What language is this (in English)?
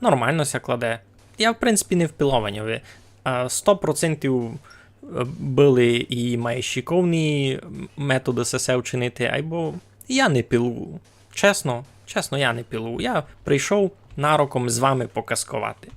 Rusyn